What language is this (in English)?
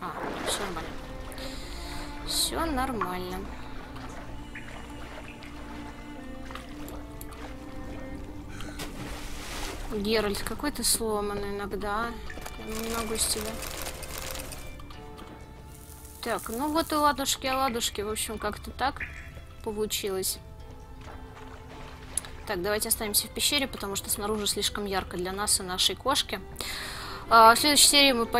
Russian